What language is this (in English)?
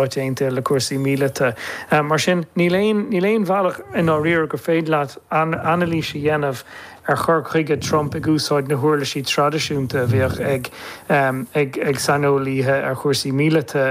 Irish